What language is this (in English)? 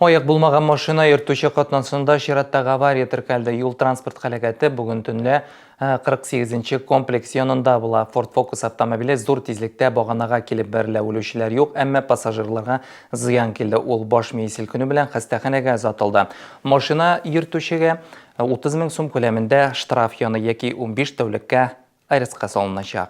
Tatar